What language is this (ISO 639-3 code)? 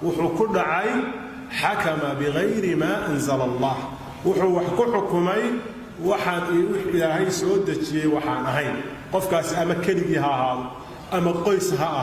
som